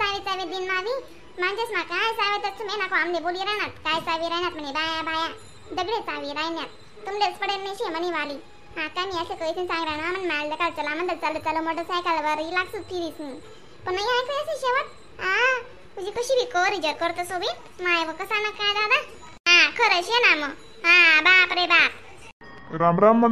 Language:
Khandesi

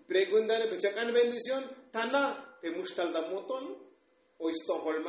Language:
Tzotzil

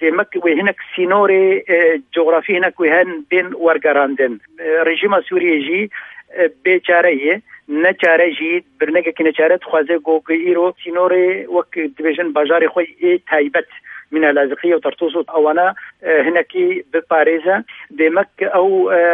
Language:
Kurdish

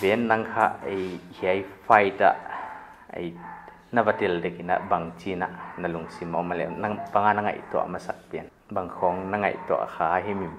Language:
Paite Chin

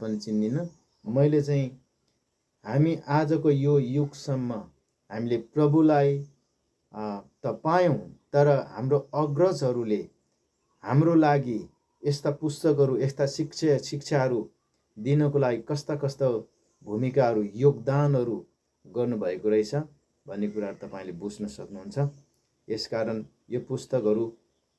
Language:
Nepali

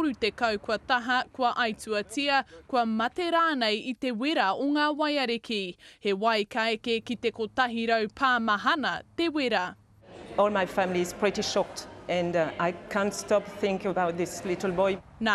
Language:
Māori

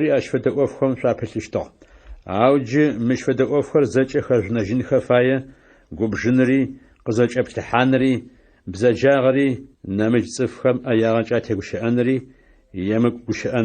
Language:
Adyghe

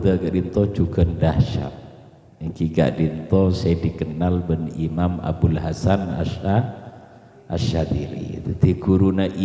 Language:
Madurese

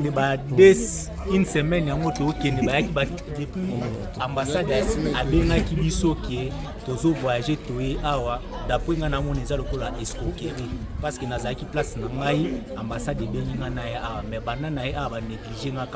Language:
Lingala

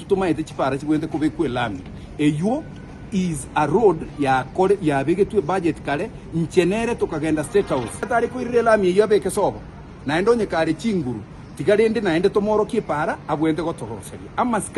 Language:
Gusii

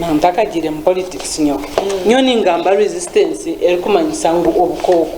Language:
Nyankole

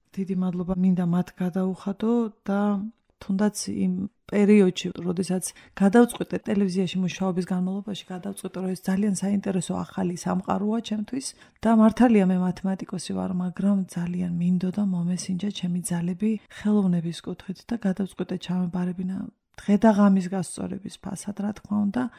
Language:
Georgian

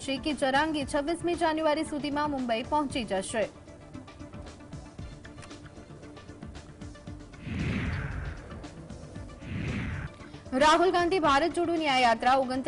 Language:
Gujarati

